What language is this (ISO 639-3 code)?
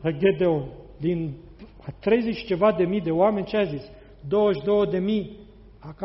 ron